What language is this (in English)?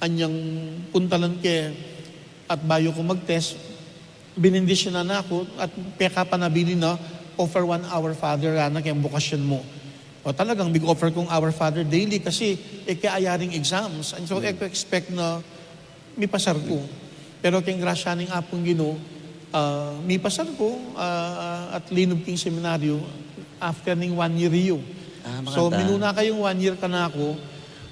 Pampanga